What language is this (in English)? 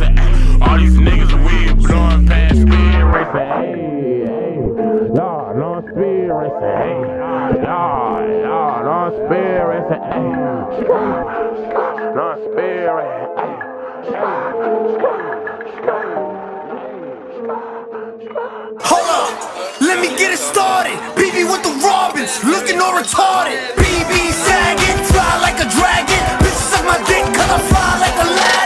English